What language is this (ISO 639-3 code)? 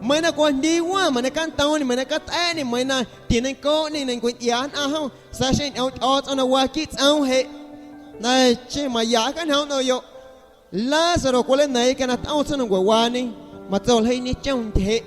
amu